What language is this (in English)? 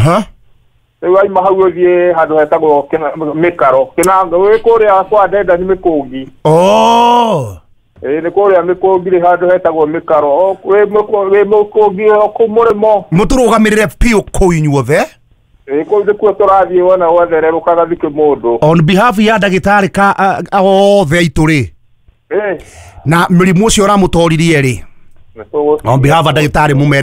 Kikuyu